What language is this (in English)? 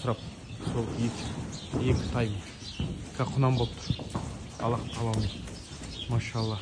Kazakh